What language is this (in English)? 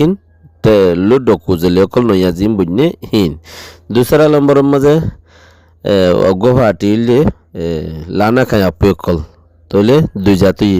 Rohingya